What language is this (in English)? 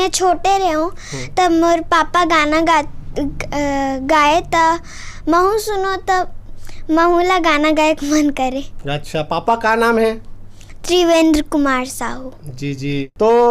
Chhattisgarhi